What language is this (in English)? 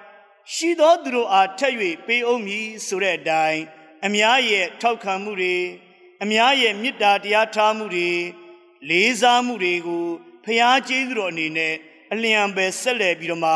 Burmese